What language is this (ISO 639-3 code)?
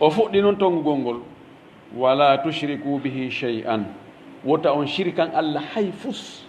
fuf